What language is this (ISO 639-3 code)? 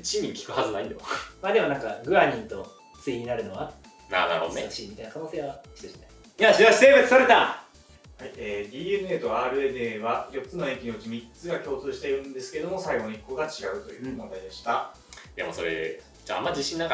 jpn